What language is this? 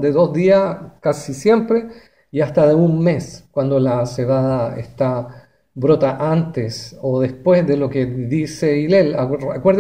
Spanish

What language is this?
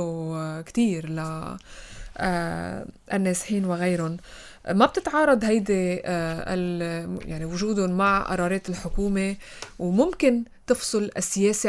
North Levantine Arabic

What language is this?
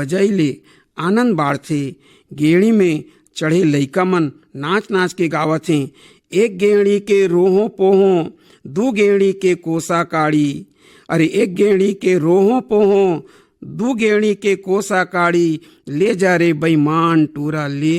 Chhattisgarhi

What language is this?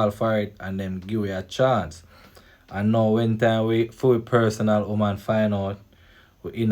Jamaican Creole English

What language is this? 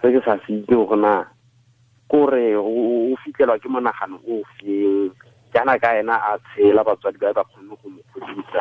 Tswana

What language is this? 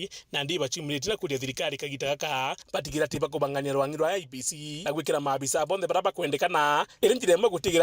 Meru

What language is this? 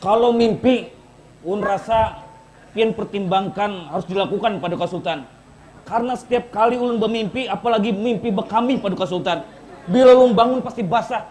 Banjar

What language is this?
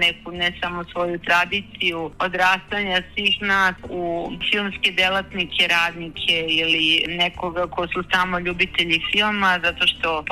Serbian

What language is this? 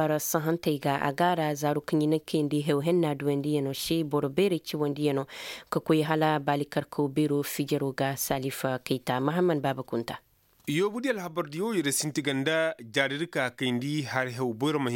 Zarma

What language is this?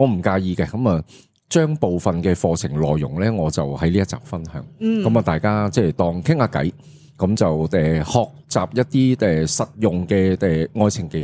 Cantonese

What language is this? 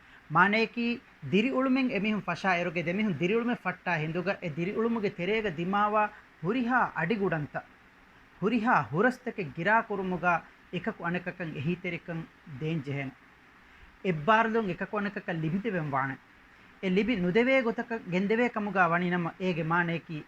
Divehi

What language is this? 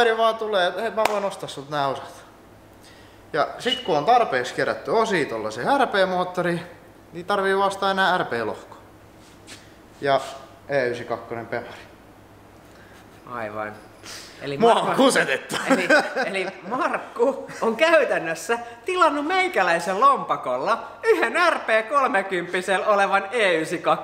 Finnish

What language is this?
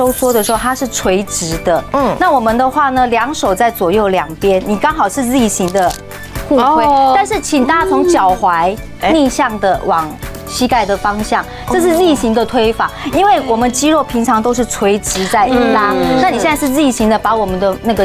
Chinese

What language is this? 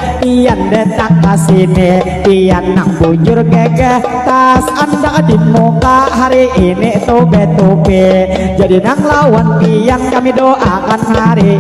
Banjar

